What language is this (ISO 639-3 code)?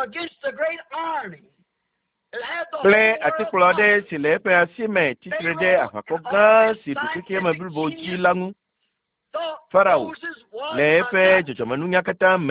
ewe